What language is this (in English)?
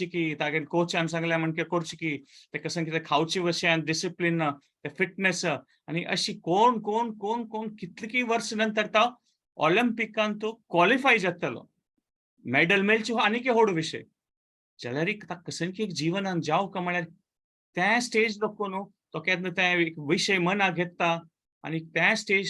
Konkani